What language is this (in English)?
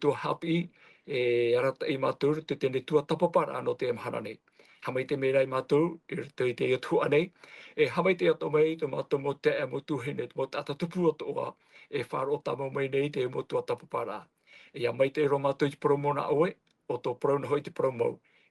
Tahitian